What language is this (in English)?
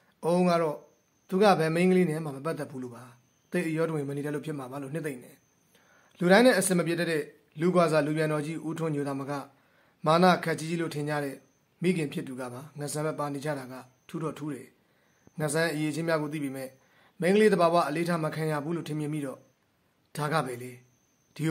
Burmese